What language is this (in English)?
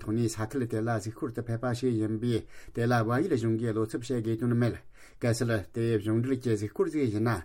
Tibetan